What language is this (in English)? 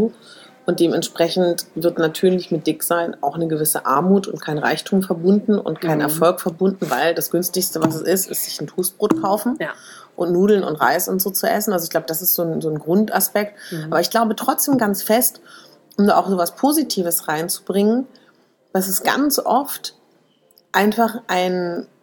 German